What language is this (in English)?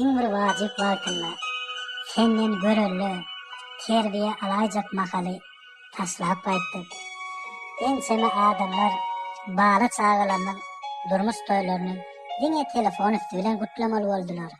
Turkmen